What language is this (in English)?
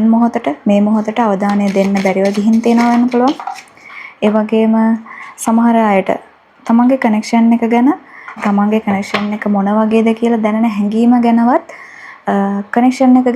Sinhala